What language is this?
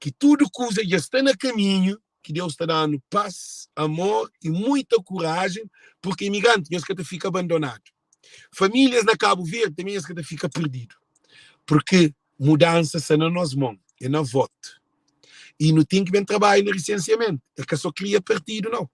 Kabuverdianu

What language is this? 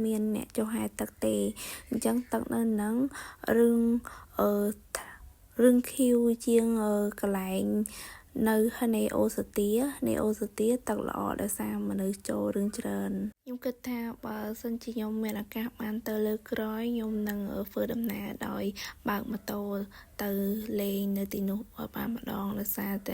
Khmer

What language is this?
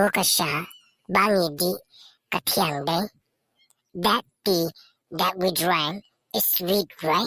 Khasi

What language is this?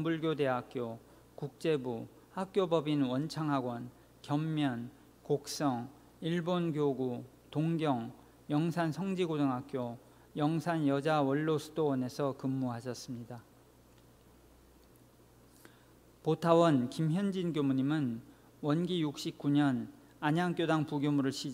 Korean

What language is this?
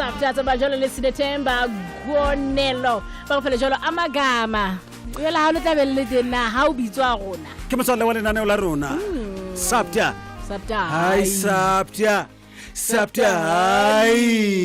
Southern Sotho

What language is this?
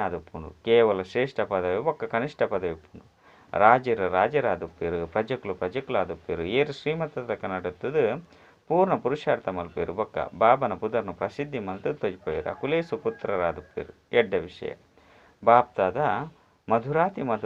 Tulu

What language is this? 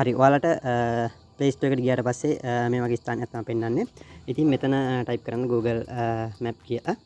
Sinhala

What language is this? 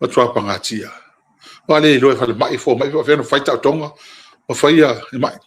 Samoan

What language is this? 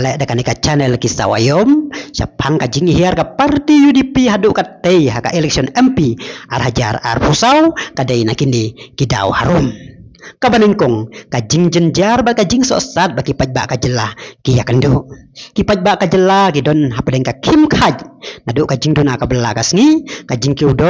Khasi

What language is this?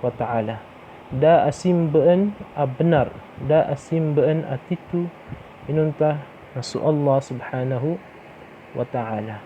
Maranao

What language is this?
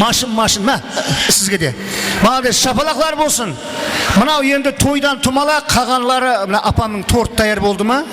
Kara-Kalpak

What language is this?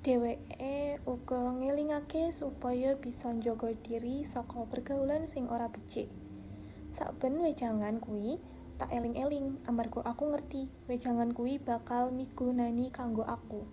Javanese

